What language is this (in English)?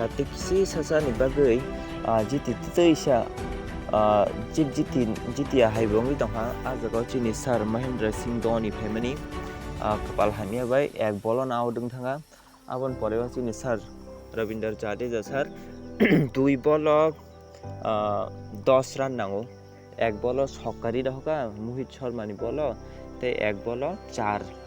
Kok Borok